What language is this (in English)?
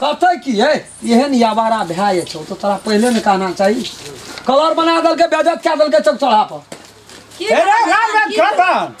Maithili